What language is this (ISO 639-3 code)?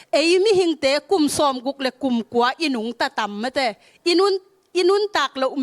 ctd